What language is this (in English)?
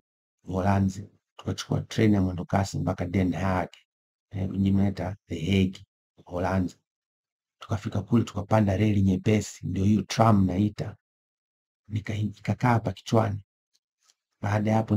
Swahili